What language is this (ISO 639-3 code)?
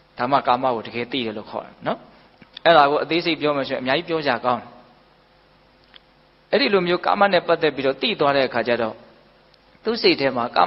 mya